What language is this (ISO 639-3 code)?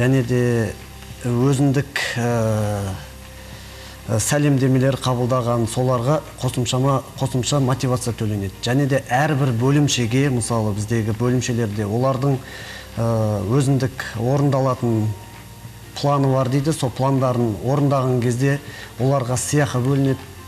kaz